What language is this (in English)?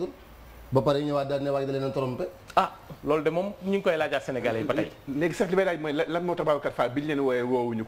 Wolof